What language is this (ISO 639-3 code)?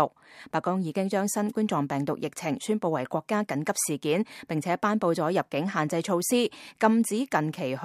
yue